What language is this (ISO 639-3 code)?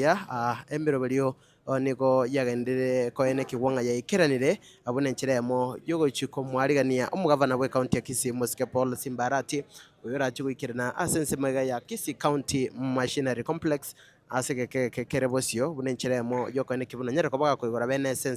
guz